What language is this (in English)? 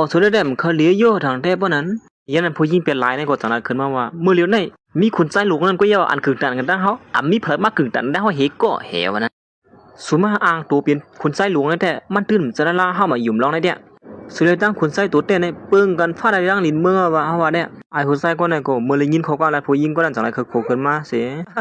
Shan